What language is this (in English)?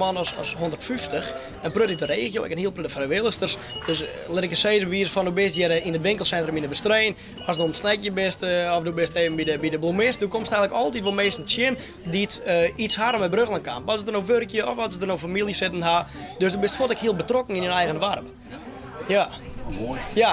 Western Frisian